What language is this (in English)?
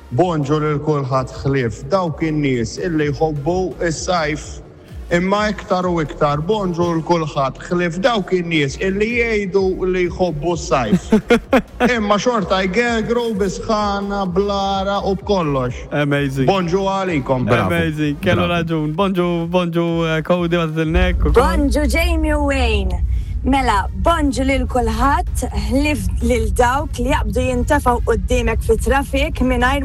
Maltese